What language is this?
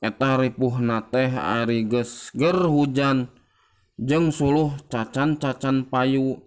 Sundanese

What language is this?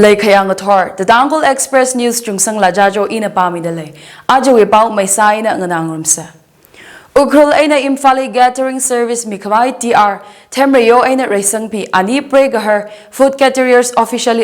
Tangkhul Naga (India)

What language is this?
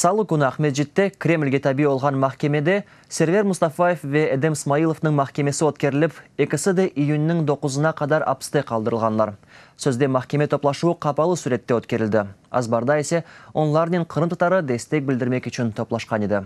Crimean Tatar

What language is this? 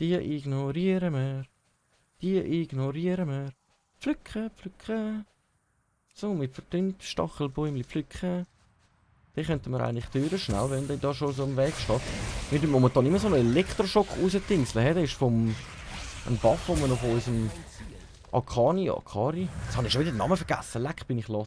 Swiss German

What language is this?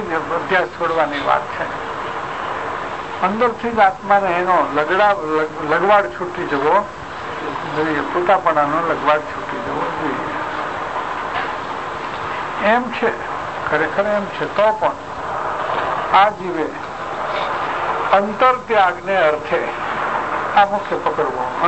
Gujarati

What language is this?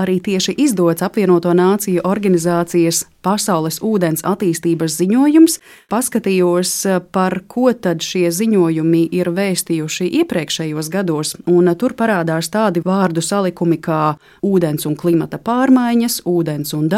Latvian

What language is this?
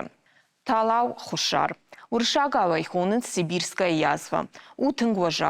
Ossetic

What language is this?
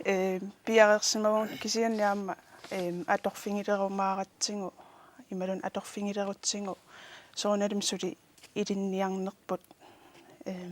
Kalaallisut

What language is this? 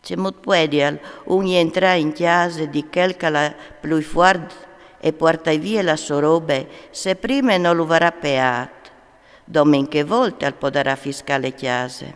Friulian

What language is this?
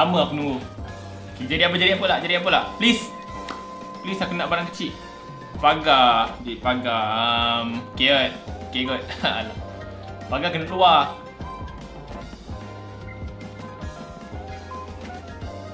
Malay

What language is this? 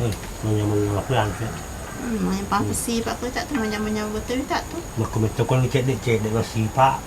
Buginese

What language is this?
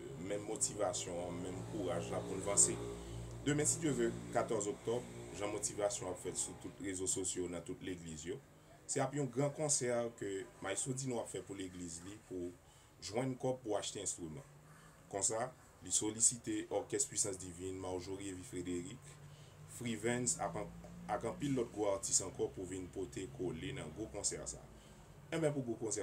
Haitian Creole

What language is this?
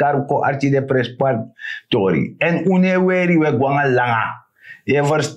Sranan Tongo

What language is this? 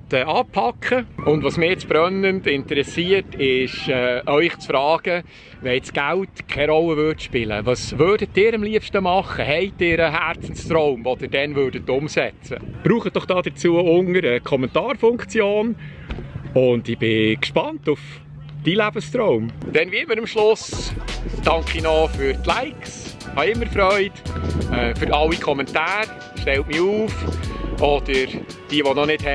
Swiss German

